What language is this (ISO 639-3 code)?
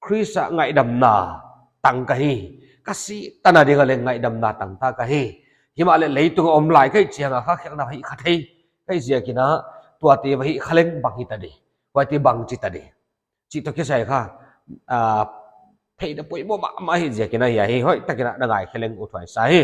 pck